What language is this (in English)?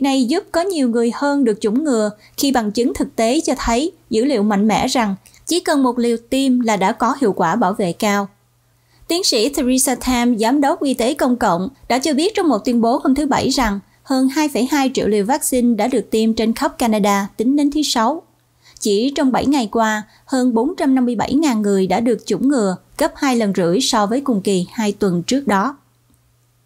Vietnamese